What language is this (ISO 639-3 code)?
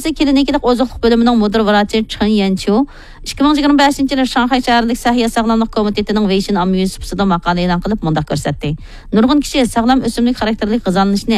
uig